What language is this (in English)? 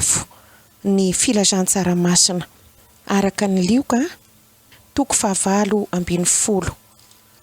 Malagasy